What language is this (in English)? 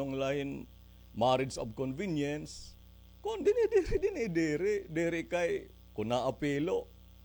Waray